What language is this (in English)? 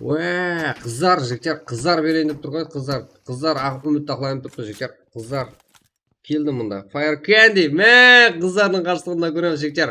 Kara-Kalpak